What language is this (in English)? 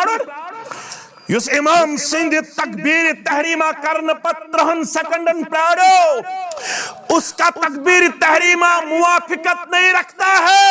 Kashmiri